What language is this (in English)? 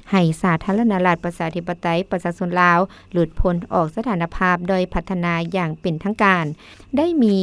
Lao